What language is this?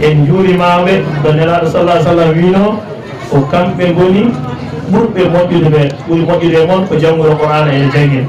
Fula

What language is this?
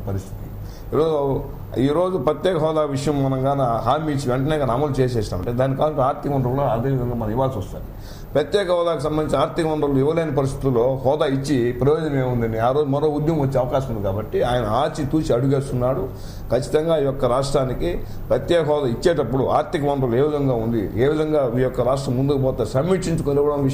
Telugu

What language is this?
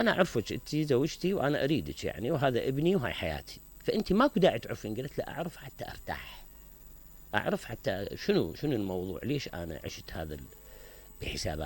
Mesopotamian Arabic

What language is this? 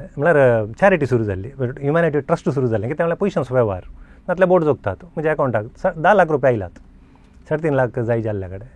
Konkani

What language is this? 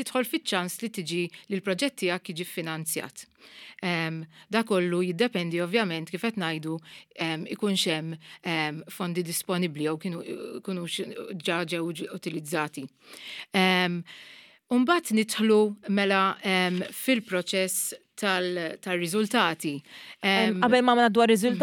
Maltese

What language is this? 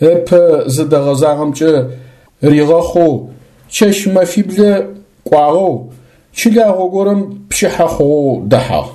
Adyghe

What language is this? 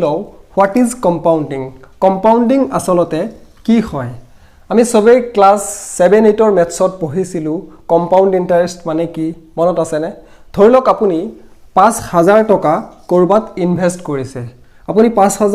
Assamese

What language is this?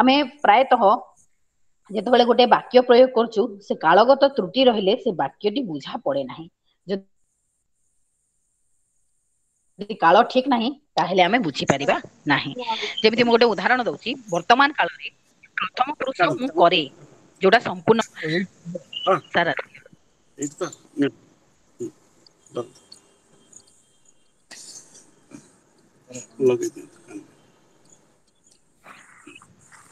Odia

